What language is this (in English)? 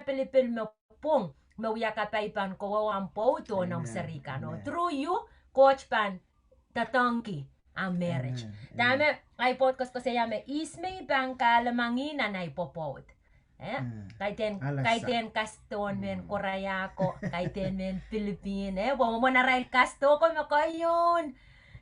Pohnpeian